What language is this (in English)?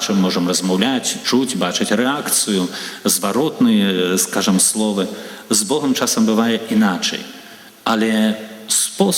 Belarusian